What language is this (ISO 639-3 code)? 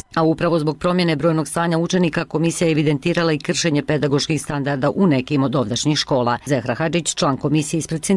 bos